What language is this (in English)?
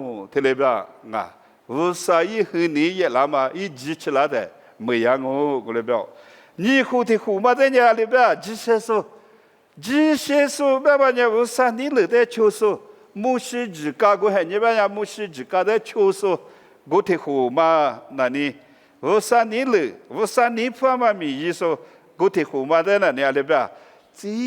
Lisu